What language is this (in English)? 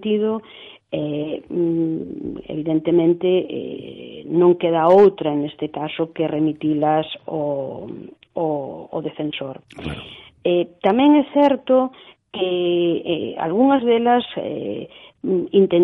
Galician